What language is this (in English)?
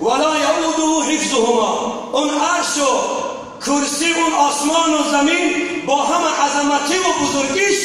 Tajik